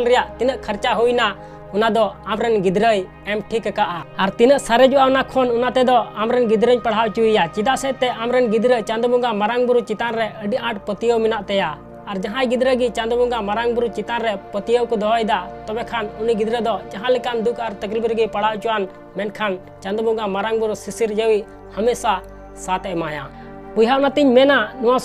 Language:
Santali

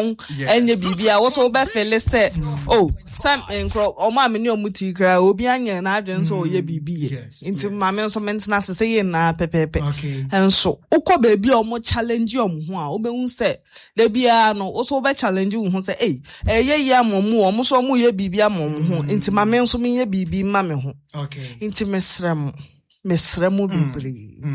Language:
Akan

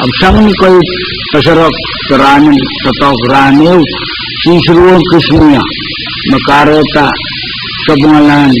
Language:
Pohnpeian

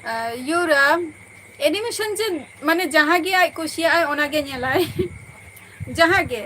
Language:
Santali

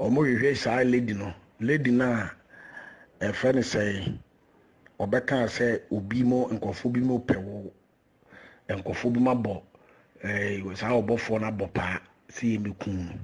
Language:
Akan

